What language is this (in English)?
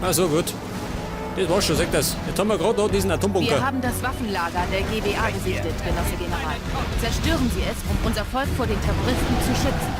Bavarian